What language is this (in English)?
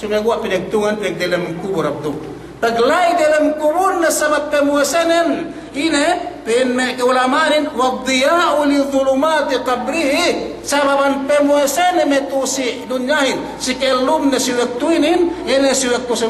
Yakan